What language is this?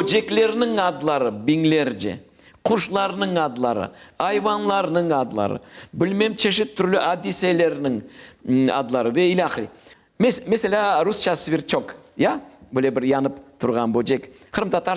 Crimean Tatar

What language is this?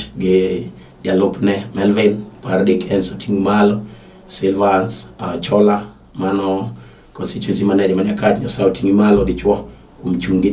Luo (Kenya and Tanzania)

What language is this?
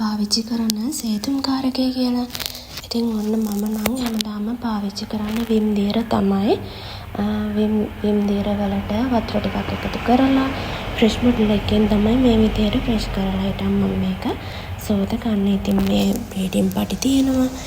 Sinhala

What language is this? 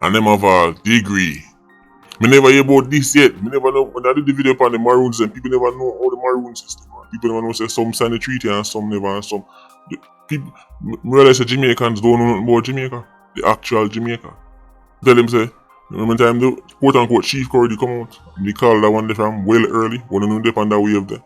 Jamaican Creole English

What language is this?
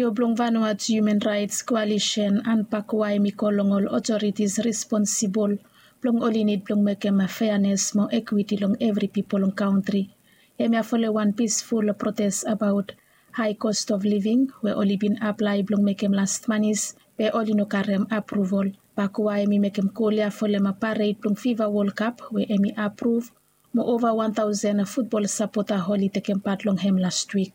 Bislama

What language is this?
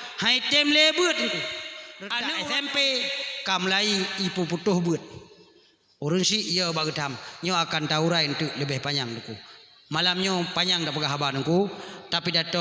Achinese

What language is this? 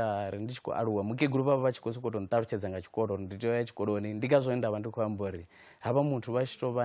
Venda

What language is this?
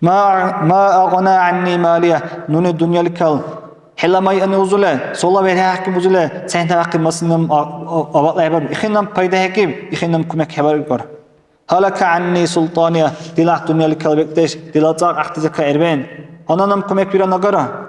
Dargwa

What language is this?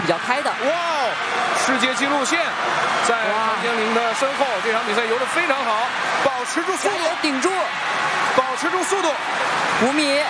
Chinese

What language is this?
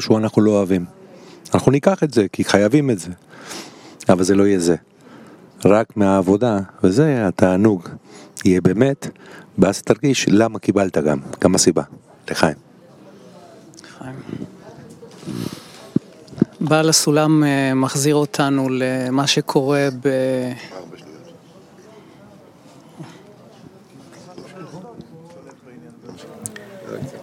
Hebrew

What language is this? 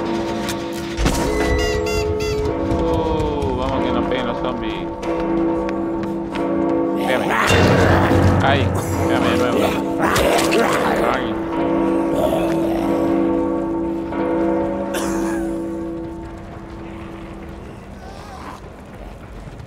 Spanish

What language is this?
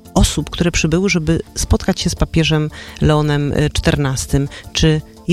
Polish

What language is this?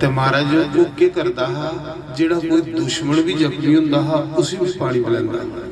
Dogri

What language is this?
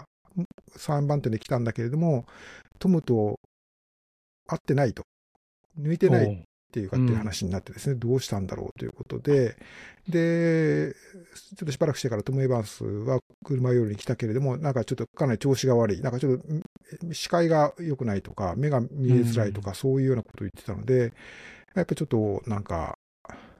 Japanese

